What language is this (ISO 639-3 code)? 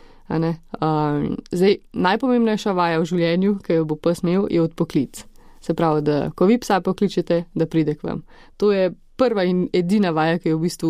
slv